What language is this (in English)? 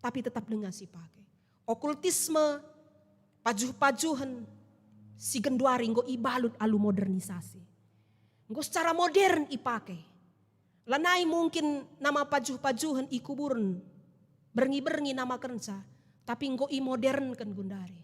Batak Karo